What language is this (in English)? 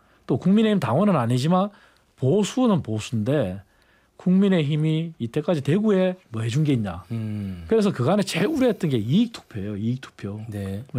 Korean